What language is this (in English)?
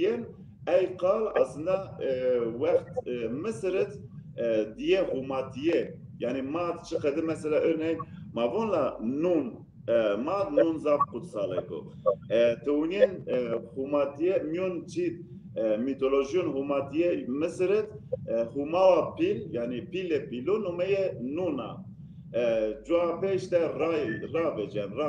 Zaza